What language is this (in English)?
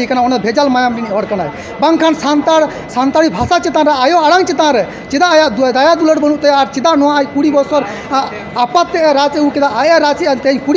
Santali